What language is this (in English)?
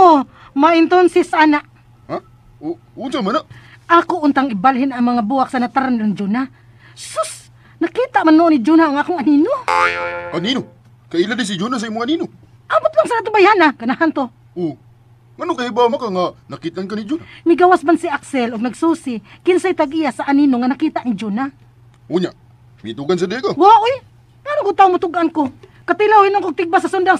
Cebuano